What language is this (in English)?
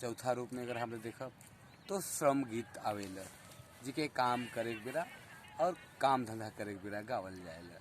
Sadri